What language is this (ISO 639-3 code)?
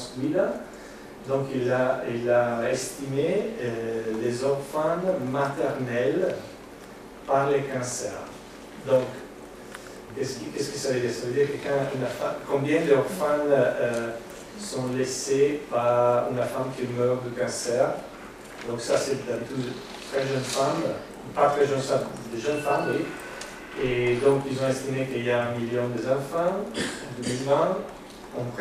fra